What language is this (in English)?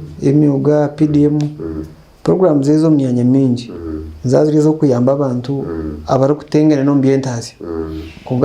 Nyankole